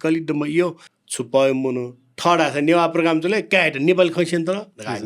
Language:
Newari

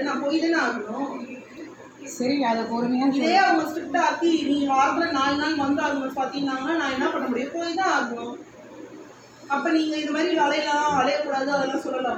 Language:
Tamil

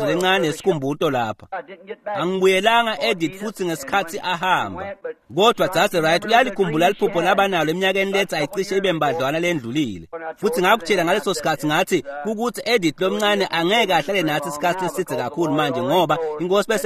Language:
Swati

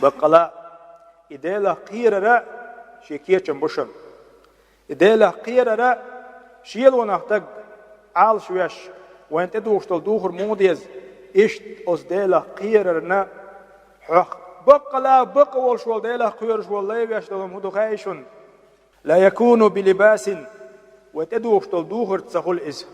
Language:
Chechen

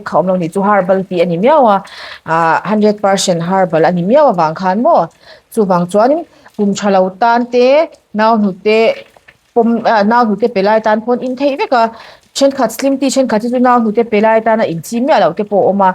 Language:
Mizo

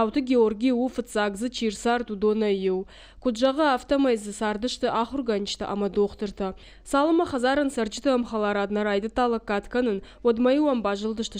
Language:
Ossetic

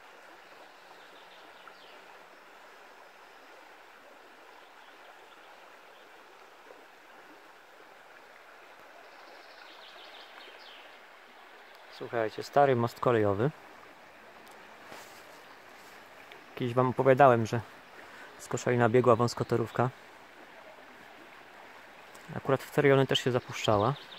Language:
Polish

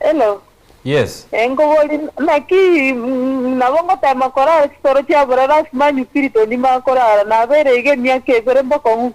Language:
Gusii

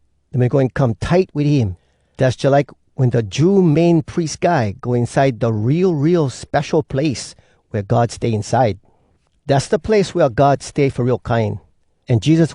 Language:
Hawai'i Creole English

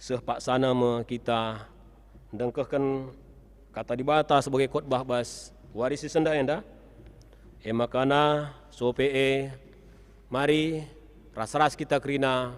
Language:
Batak Karo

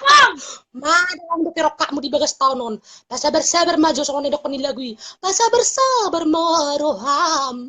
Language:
Batak Toba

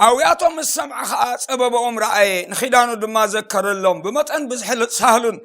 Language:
Tigrinya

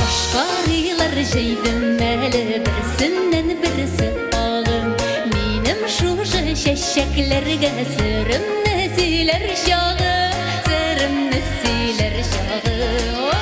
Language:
Tatar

